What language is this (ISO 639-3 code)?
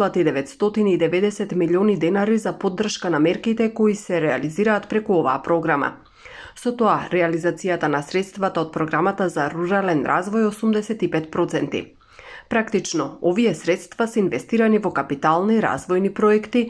mkd